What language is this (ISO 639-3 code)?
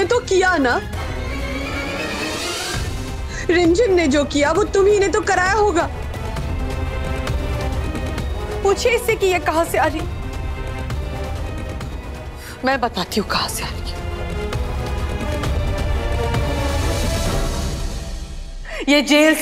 hin